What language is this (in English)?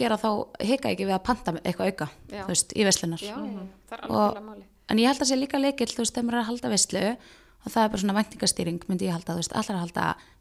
Icelandic